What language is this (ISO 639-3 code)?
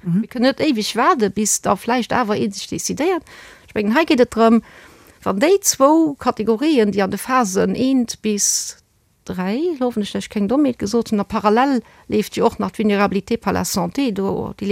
ltz